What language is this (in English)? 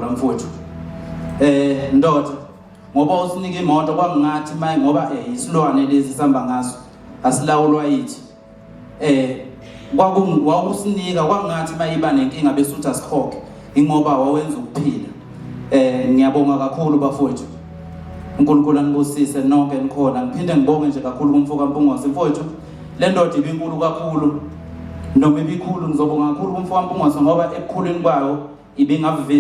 Zulu